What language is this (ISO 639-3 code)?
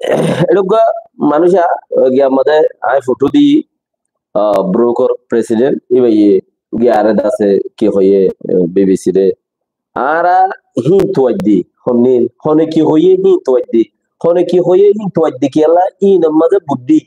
rhg